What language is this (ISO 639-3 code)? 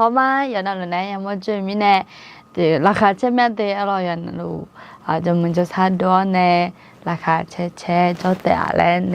ahk